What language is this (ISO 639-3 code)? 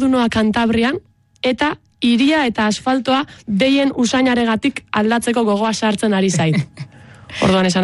eus